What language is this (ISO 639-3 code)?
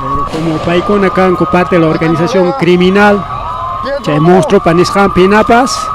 quy